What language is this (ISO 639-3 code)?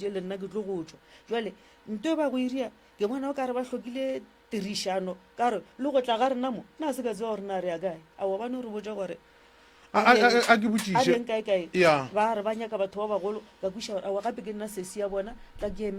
nso